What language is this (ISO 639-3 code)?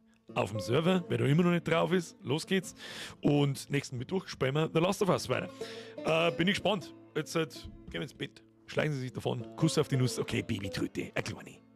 bar